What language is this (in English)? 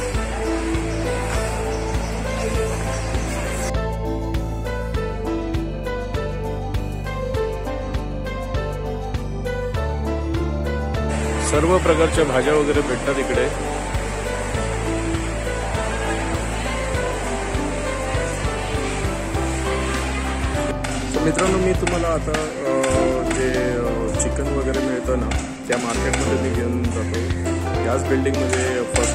Marathi